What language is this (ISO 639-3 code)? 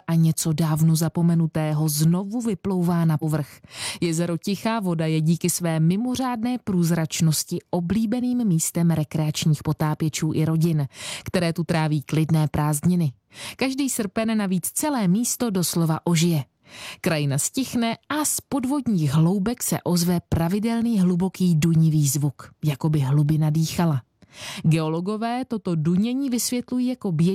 ces